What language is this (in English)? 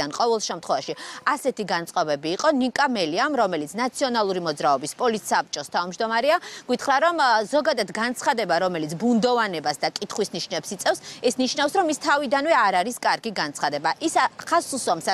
Georgian